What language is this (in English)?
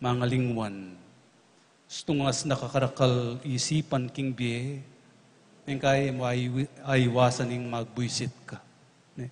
Pampanga